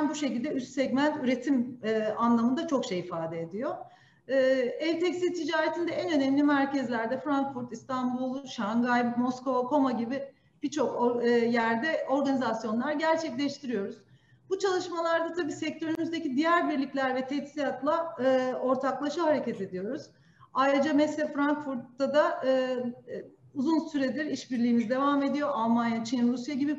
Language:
Turkish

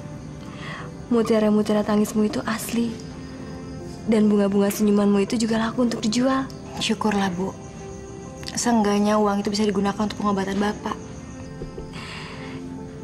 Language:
Indonesian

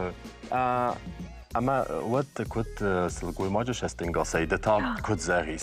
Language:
Ossetic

